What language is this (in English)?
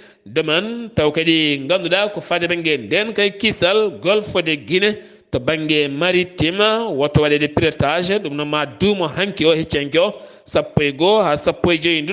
Fula